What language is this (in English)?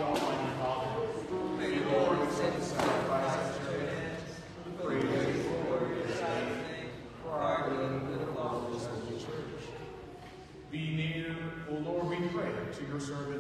English